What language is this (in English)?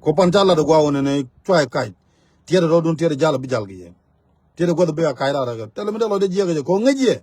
Nuer